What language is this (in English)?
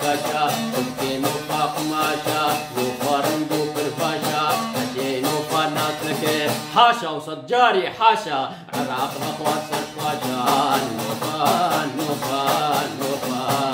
Kurdish